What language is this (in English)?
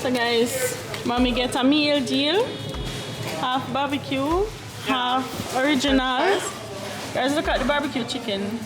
Jamaican Creole English